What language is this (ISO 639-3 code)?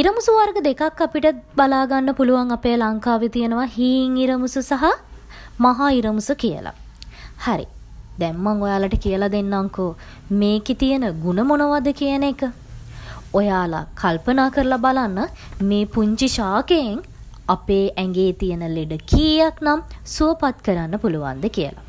sin